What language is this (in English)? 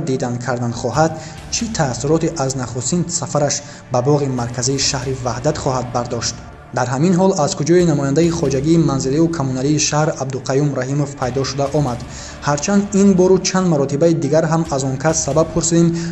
Tajik